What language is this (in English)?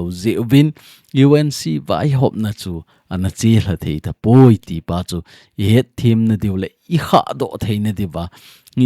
Thado Chin